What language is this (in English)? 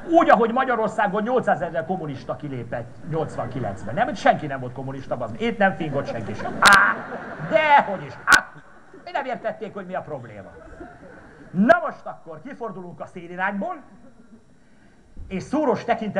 Hungarian